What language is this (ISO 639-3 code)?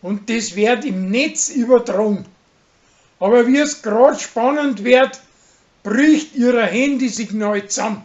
bar